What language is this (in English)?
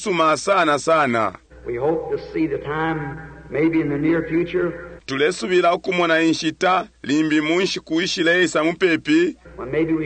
Bemba